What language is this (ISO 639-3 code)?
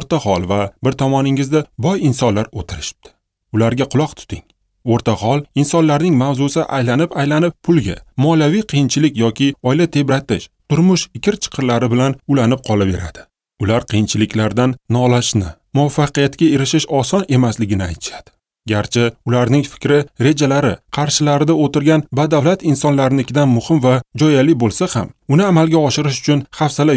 uzb